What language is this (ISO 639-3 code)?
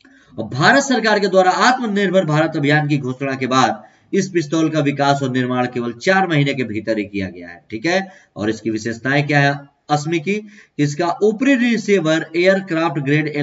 hin